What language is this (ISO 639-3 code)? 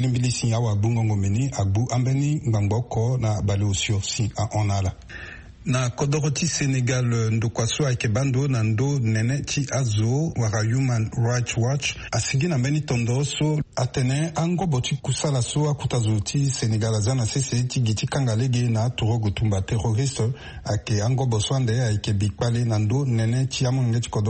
sag